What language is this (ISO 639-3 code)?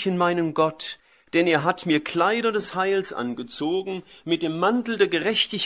deu